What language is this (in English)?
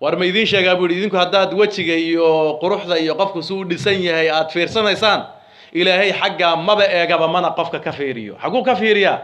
Somali